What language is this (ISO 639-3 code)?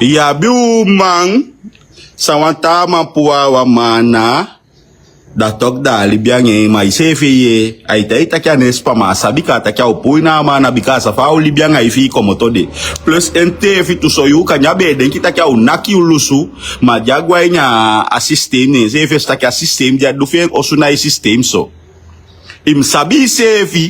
srn